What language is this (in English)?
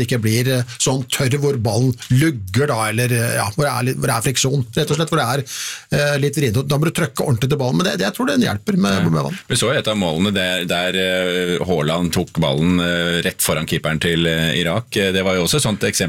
Norwegian